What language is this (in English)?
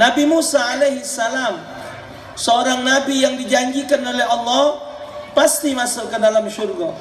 Musi